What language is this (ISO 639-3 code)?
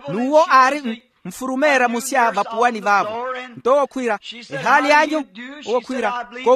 vmw